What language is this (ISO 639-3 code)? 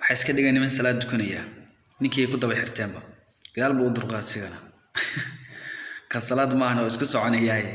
som